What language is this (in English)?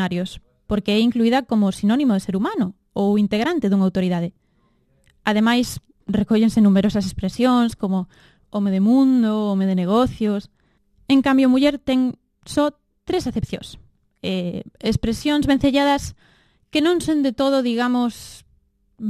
Galician